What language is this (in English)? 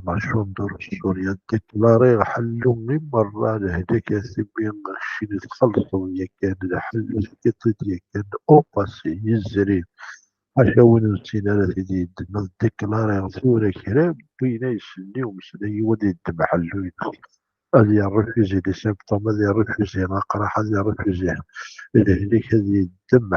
Kabyle